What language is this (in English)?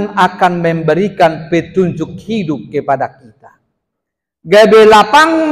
Batak Toba